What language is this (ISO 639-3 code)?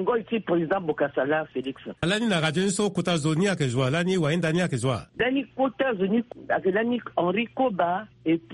sag